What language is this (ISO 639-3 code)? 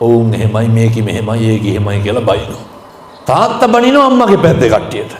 sin